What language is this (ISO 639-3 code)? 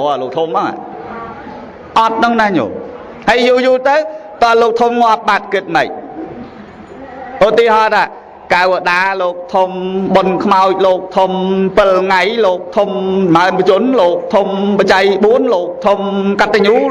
khm